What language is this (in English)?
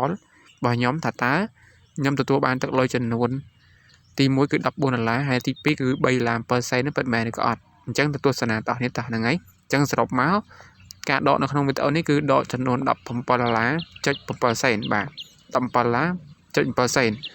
Khmer